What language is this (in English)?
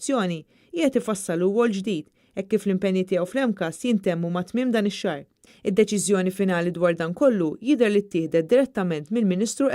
Maltese